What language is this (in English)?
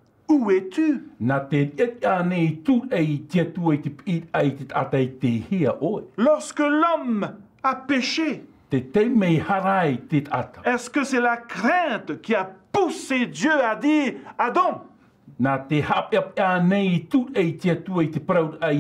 Tahitian